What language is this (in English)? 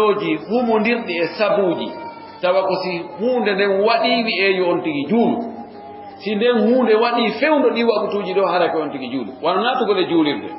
Fula